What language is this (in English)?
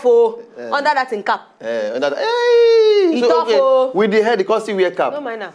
Nigerian Pidgin